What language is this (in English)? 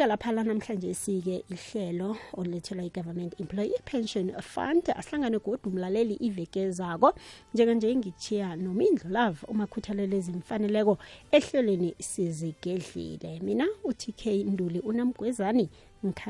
South Ndebele